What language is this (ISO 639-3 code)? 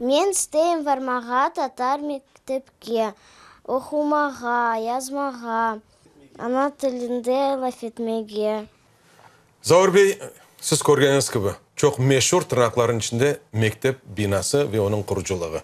crh